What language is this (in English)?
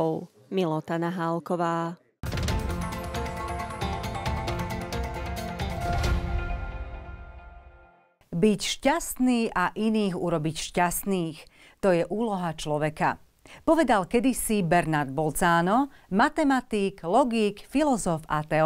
Slovak